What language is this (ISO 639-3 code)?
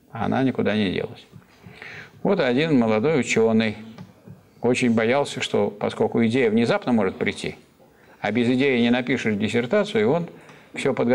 rus